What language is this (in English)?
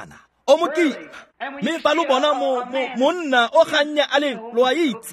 Tswana